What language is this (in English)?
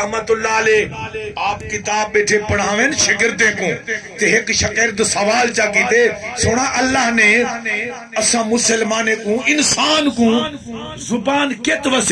Saraiki